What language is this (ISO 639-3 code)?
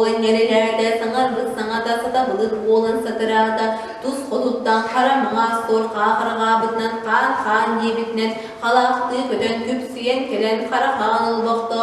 sah